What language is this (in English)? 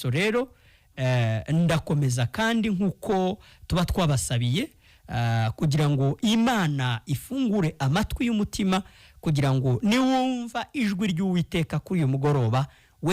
Kinyarwanda